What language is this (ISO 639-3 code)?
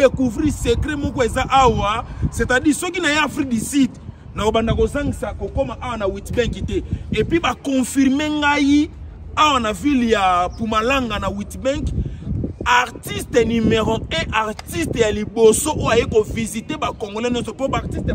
lin